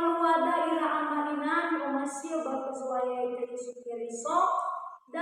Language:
Nias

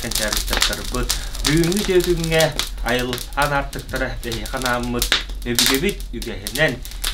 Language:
Yakut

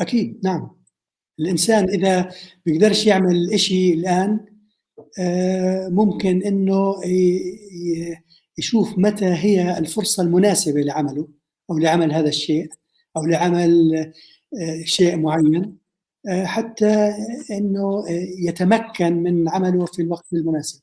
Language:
North Levantine Arabic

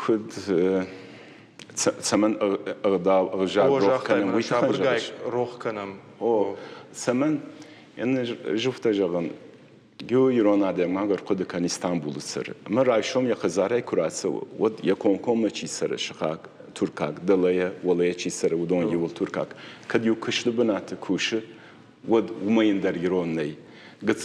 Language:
Ossetic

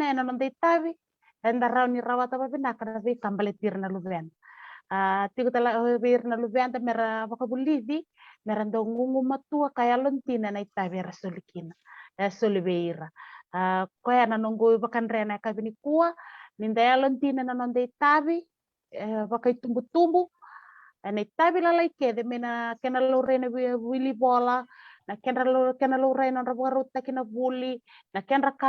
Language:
Fijian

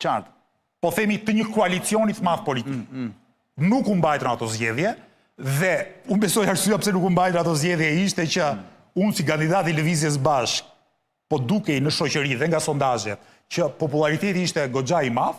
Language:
Albanian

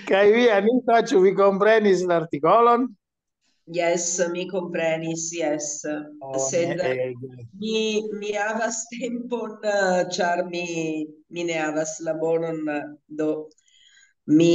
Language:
Esperanto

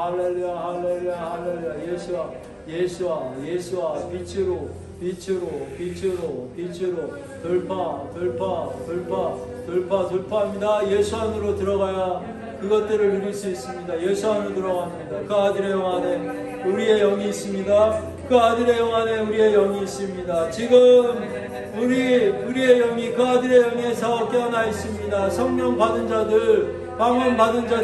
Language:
Korean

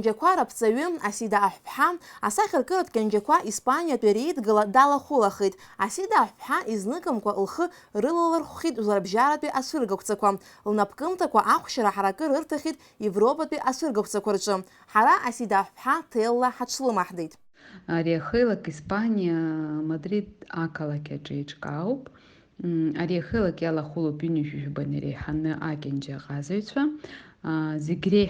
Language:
Abkhazian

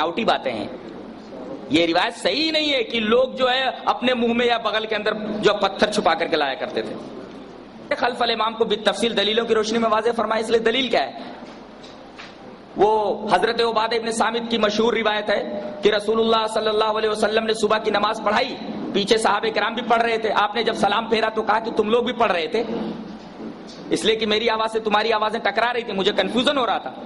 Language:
Urdu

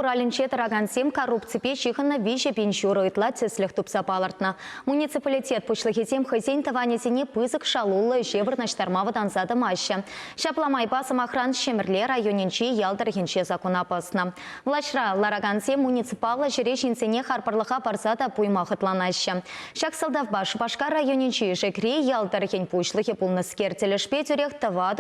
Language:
Chuvash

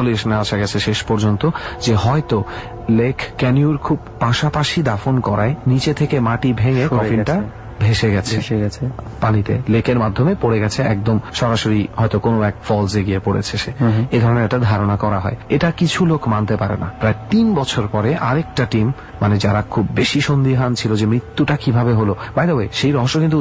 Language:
Bangla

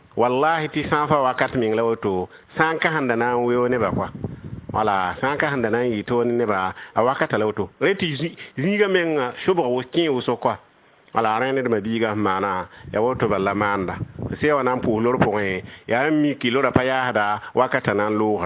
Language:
Mossi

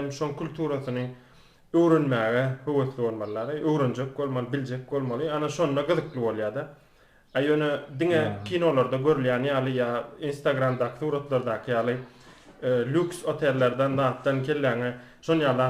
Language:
Turkmen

